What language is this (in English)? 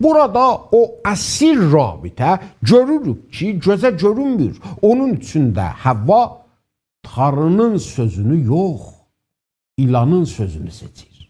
South Azerbaijani